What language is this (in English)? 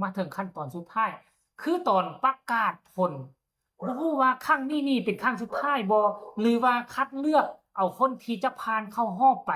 Lao